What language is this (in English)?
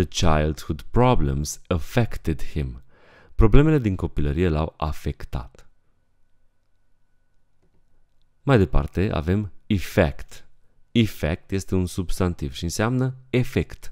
Romanian